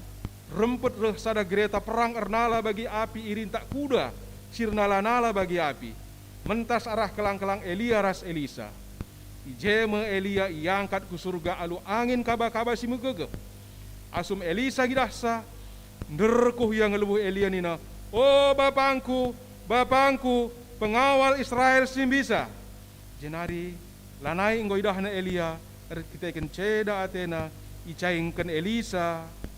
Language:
Batak Karo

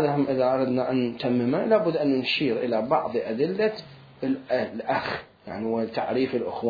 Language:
Mesopotamian Arabic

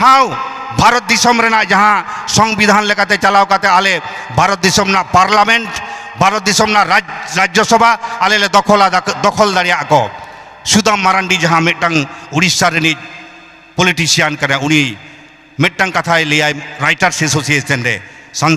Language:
Santali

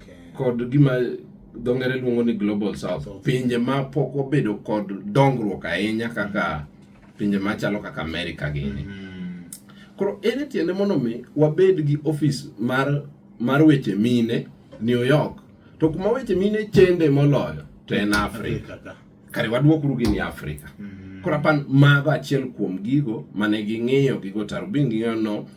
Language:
Luo (Kenya and Tanzania)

